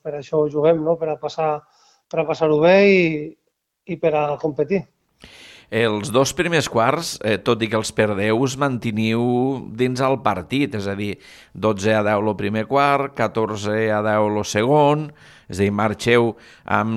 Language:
Catalan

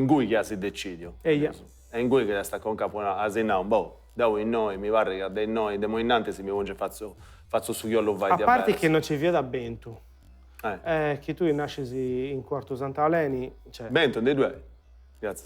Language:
Sardinian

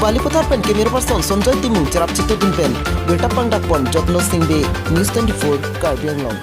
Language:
Karbi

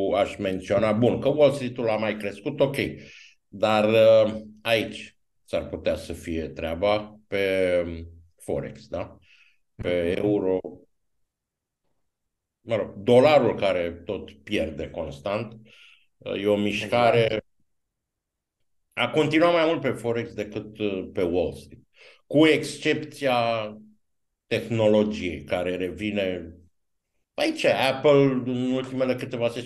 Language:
Romanian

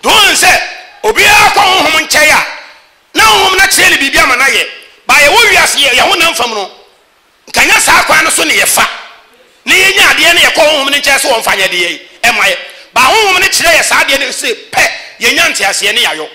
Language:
Akan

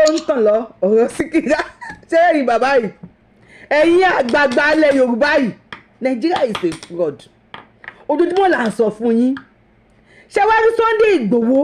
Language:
Yoruba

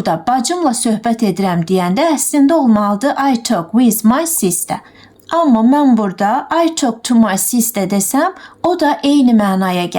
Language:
Azerbaijani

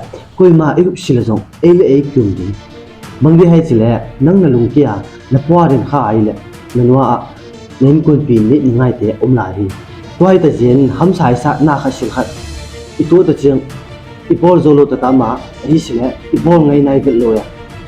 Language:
Tedim Chin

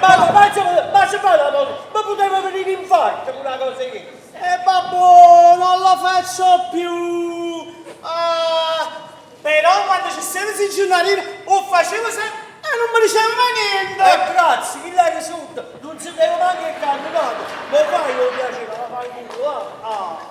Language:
Neapolitan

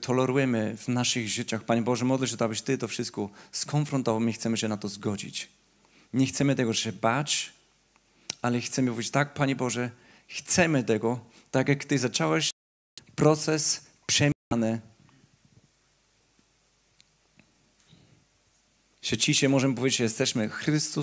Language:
Polish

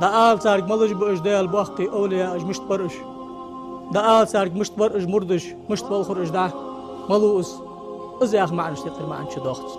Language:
Ingush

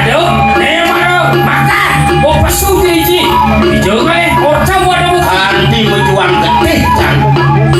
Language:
Balinese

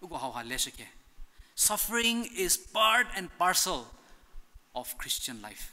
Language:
Angami Naga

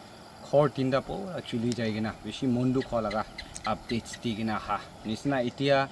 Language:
Naga Pidgin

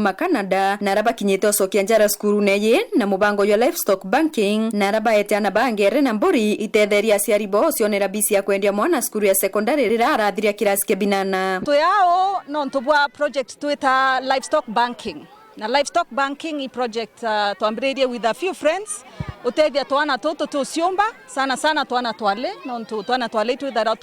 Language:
Meru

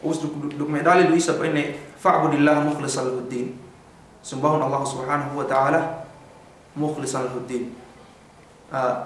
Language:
Yakan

